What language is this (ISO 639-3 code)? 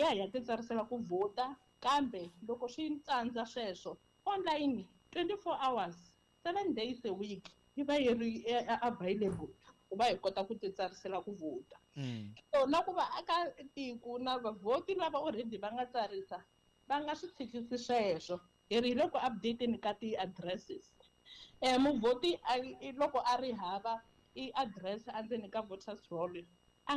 tso